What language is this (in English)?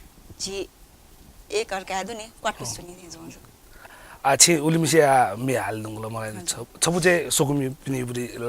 Newari